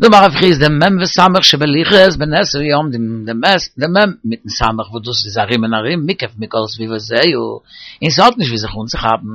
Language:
Yiddish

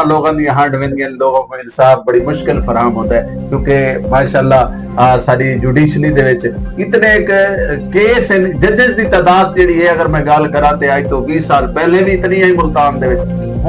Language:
Saraiki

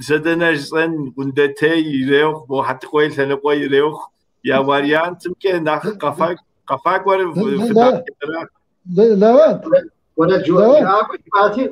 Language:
Kabardian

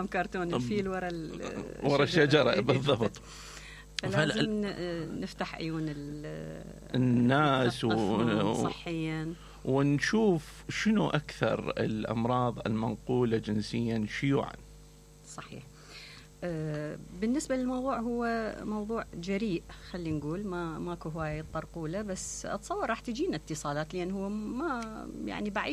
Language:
Mesopotamian Arabic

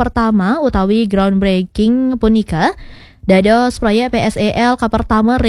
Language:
Balinese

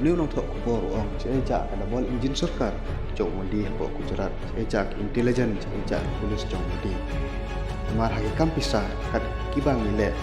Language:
Khasi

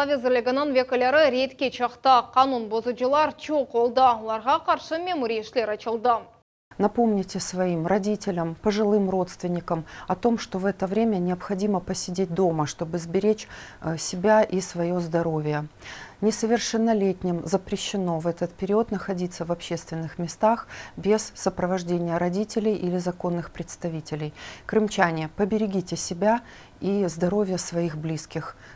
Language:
Crimean Tatar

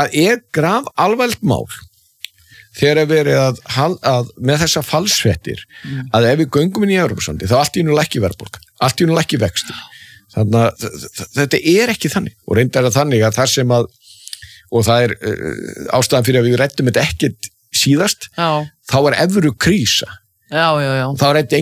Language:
Icelandic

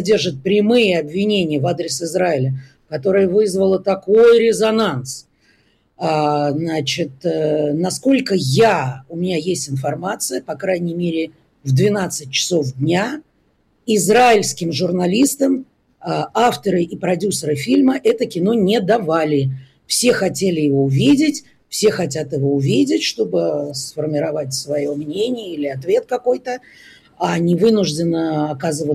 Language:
Russian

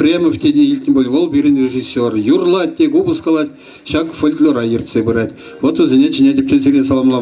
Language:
Chuvash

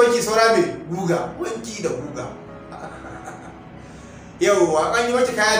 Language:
Hausa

